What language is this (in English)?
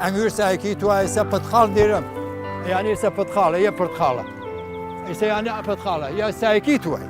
Southern Kurdish